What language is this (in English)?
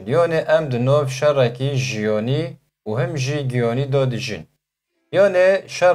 Kurdish